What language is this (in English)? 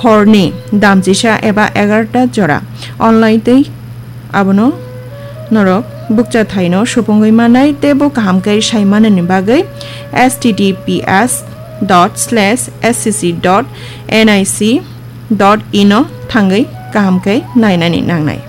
Kok Borok